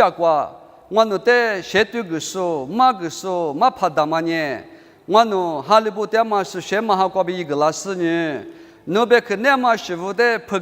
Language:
Lisu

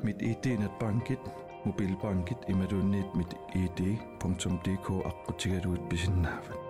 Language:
Kalaallisut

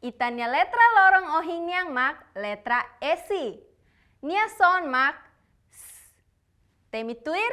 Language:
Tetum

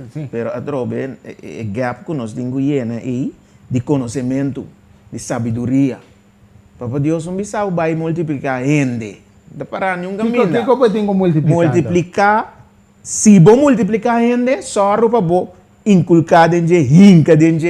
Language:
Papiamento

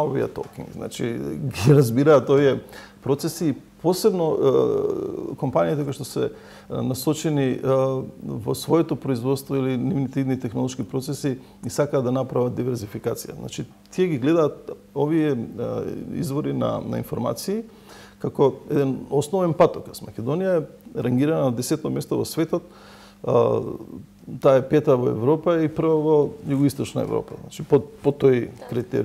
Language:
Macedonian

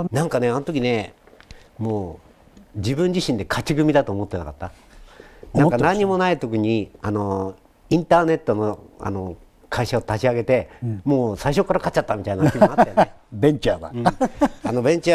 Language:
Japanese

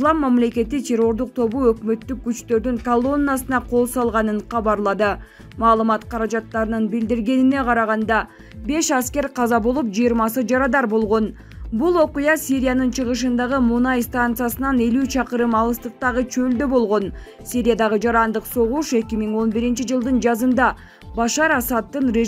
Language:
Kyrgyz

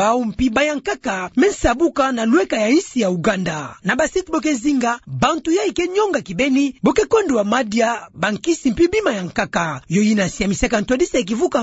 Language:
Kituba (Democratic Republic of Congo)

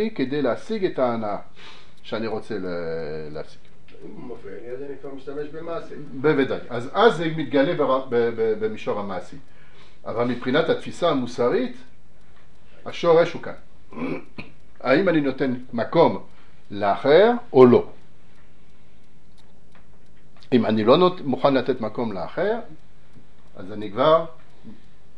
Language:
Hebrew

